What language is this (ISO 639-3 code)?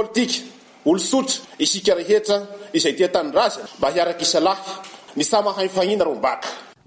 mlg